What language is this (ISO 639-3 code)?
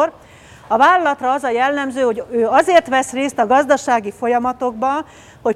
hun